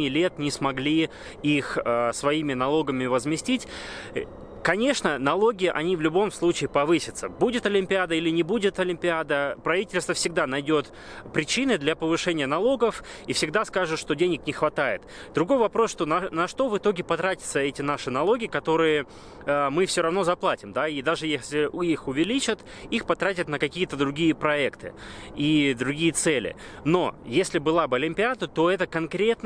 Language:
Russian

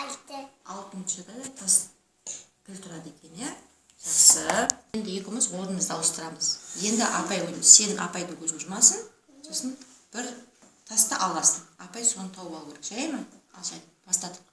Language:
Kazakh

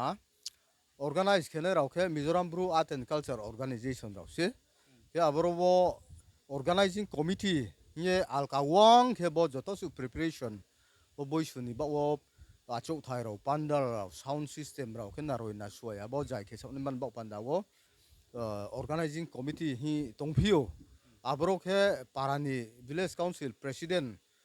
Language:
Riang (India)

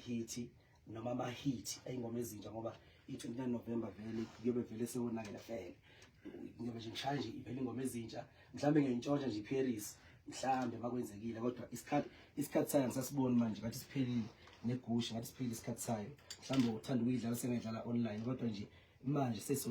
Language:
Zulu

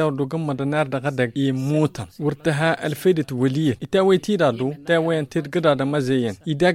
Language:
Tamasheq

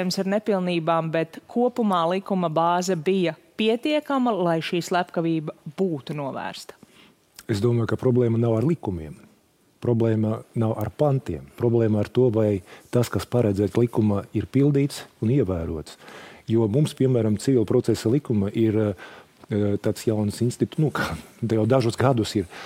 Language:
Latvian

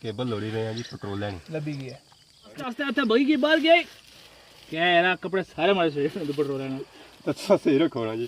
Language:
Pahari-Potwari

